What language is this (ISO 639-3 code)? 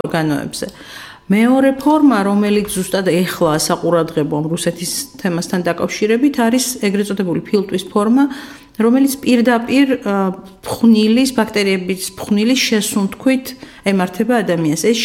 kat